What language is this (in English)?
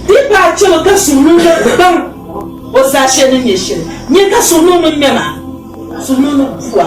Dagbani